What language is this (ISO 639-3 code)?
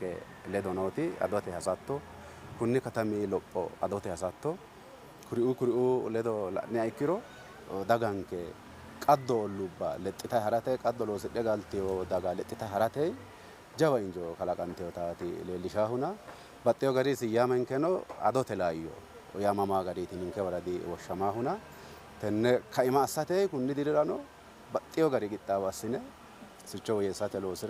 sid